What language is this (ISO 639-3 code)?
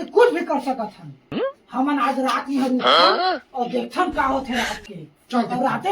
hne